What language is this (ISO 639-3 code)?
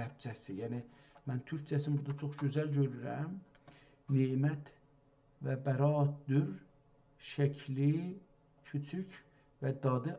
azb